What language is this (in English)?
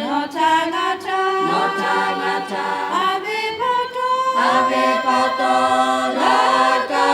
Lahu